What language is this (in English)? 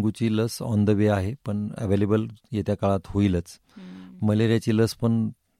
Marathi